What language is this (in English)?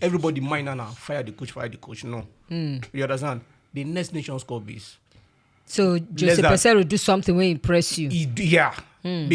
Nigerian Pidgin